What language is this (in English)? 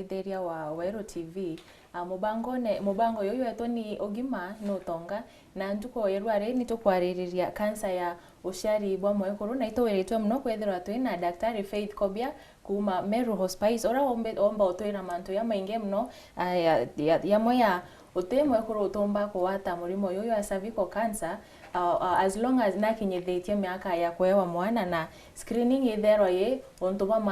Meru